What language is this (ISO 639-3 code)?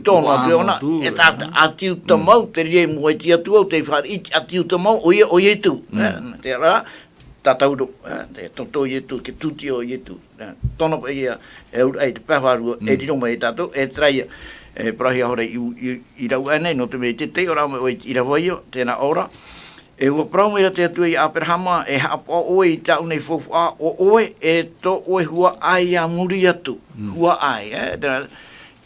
tah